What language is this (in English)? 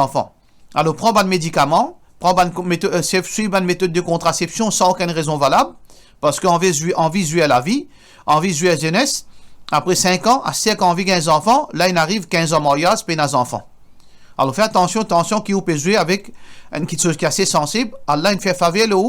Morisyen